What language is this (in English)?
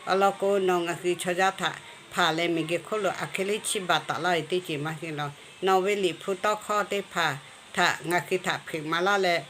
Lahu